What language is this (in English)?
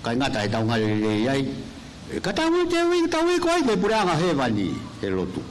Tongan